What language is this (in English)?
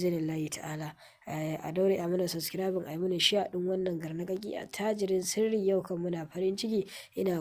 Hausa